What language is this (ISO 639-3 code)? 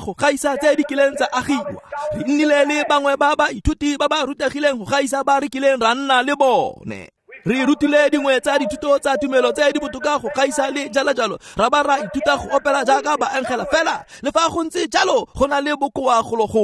tsn